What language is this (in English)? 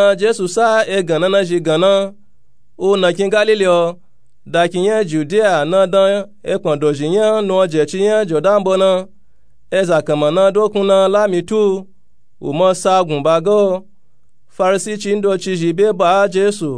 Nupe-Nupe-Tako